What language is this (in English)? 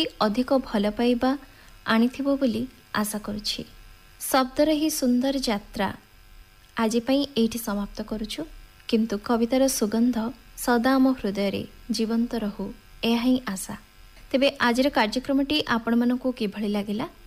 Odia